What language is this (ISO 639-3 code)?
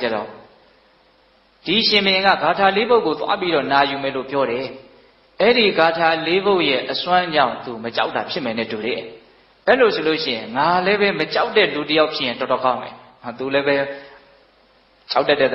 mya